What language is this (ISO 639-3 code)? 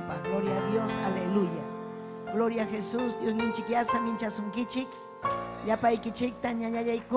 quy